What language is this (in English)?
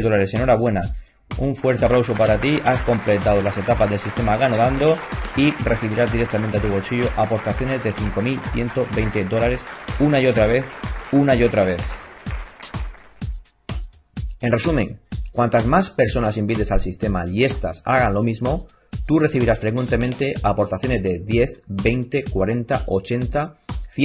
Spanish